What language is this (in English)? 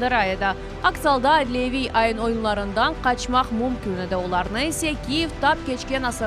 Crimean Tatar